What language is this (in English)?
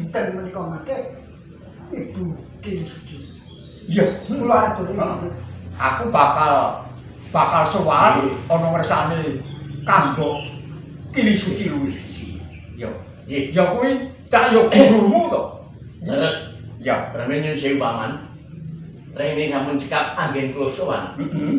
Javanese